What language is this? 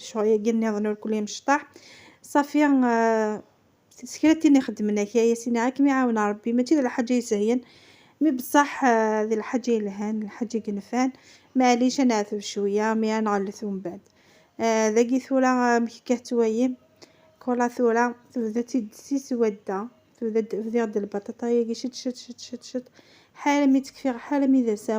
Kabyle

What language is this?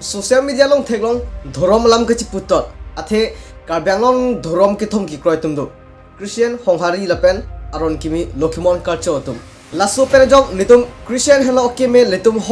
Karbi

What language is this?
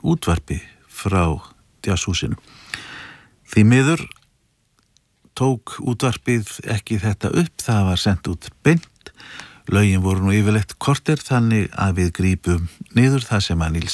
Icelandic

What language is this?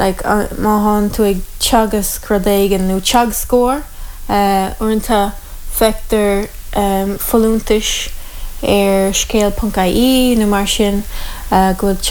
Irish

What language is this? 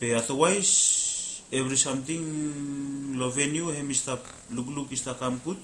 Bislama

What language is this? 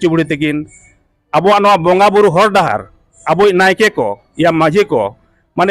Santali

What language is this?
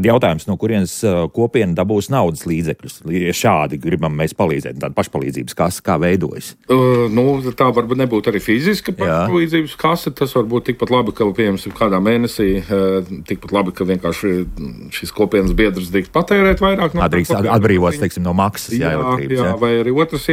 Latvian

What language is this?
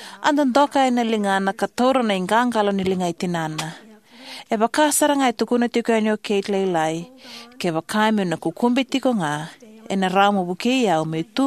Fijian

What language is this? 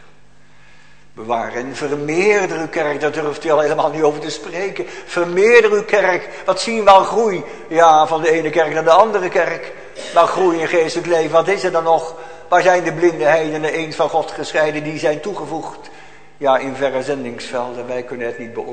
Dutch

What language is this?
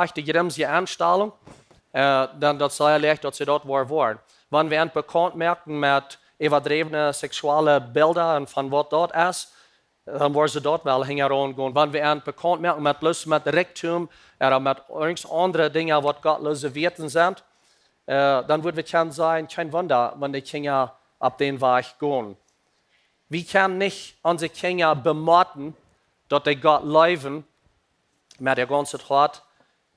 Plautdietsch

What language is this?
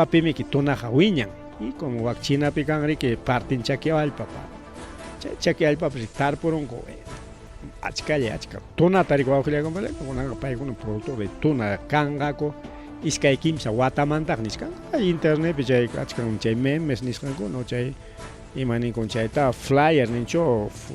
Ayacucho Quechua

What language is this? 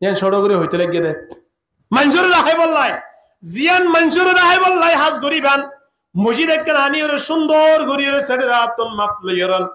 Rohingya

